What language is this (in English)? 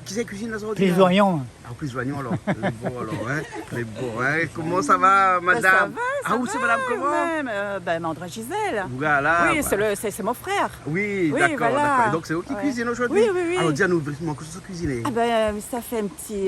Réunion Creole French